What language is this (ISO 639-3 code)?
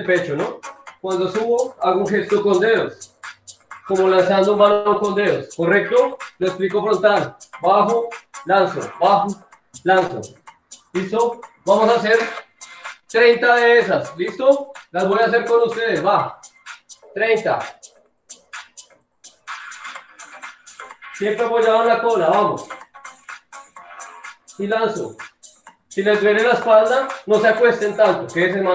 spa